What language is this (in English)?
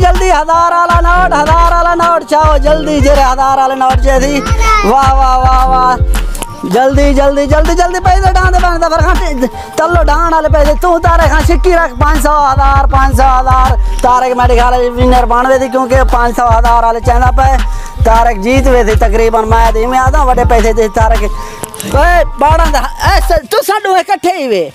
Saraiki